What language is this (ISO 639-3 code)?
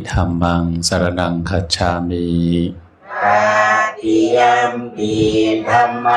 tts